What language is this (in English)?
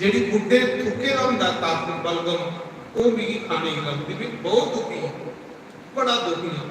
Dogri